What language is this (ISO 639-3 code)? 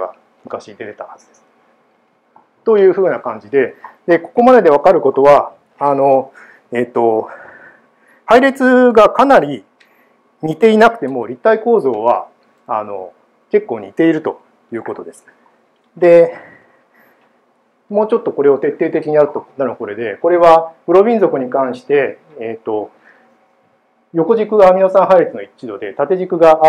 jpn